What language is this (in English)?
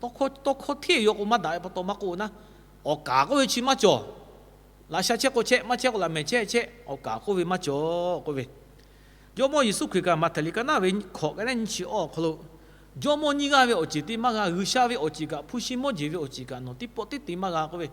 Lahu